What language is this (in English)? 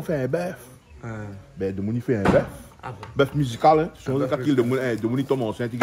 Réunion Creole French